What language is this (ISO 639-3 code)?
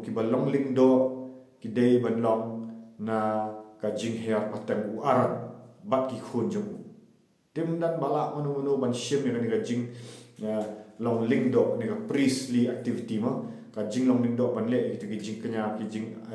kha